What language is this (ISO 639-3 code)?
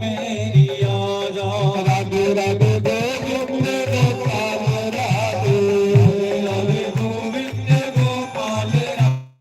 doi